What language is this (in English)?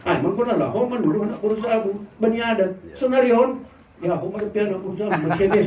Batak Simalungun